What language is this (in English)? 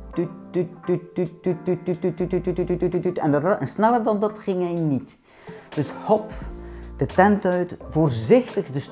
Dutch